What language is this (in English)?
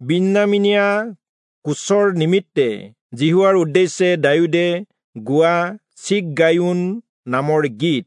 Assamese